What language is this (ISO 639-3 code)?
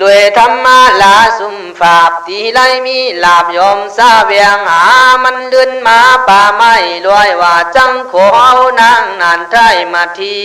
kkh